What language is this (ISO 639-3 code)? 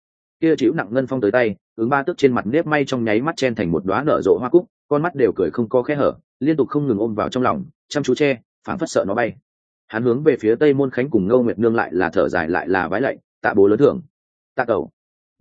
vie